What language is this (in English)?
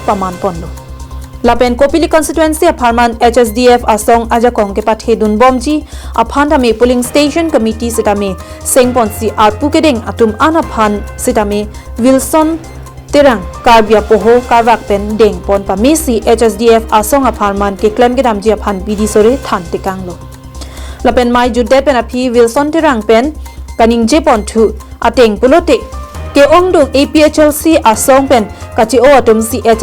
Karbi